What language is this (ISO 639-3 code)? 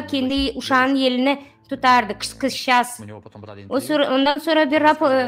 gag